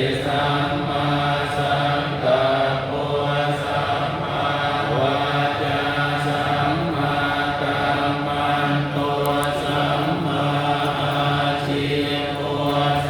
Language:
Pali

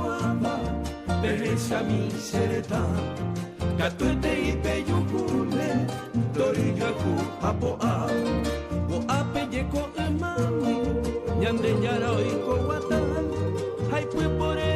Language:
Guarani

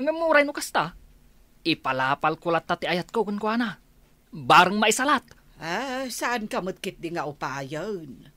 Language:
Iloko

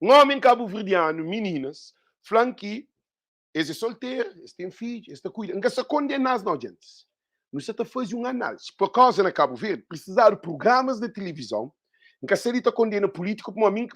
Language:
Kabuverdianu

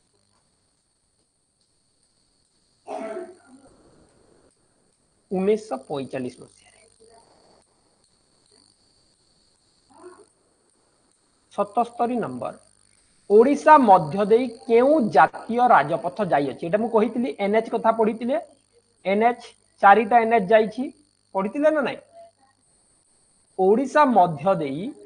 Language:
Odia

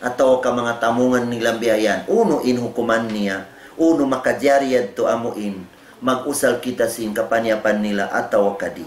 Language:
Tausug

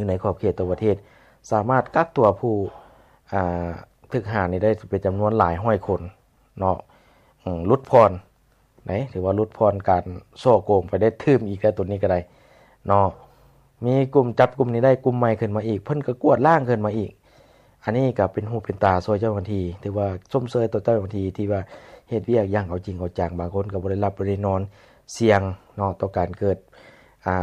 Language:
Lao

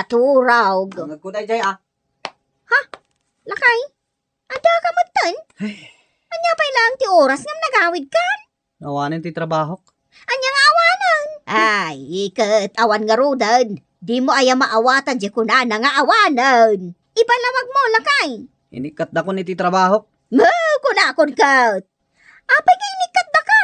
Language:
Iloko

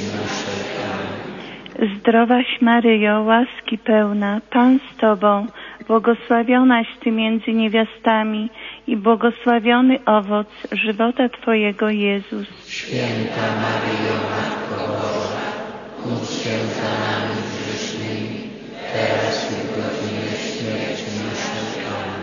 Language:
Polish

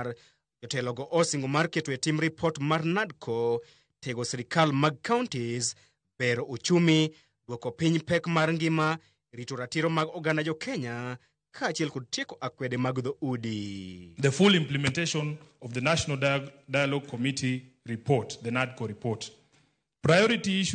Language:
Luo (Kenya and Tanzania)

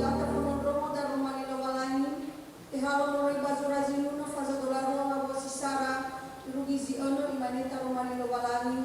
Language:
Nias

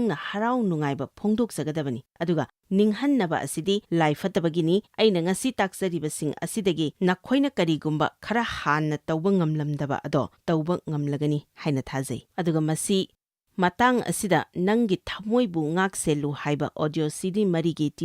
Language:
Manipuri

